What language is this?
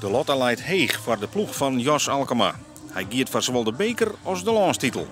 Western Frisian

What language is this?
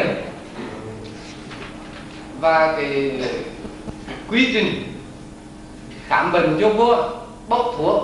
Vietnamese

